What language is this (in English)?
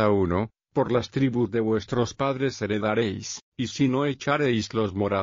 Spanish